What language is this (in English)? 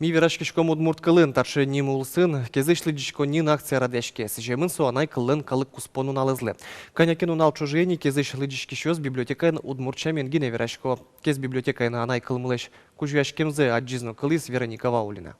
Udmurt